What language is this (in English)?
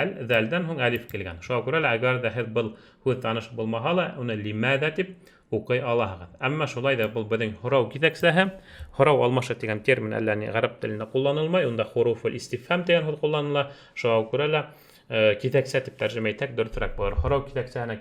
Bashkir